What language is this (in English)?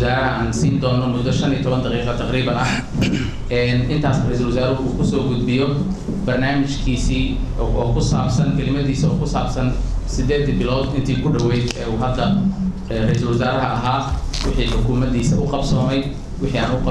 Somali